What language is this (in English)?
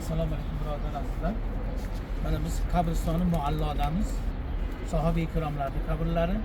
Uzbek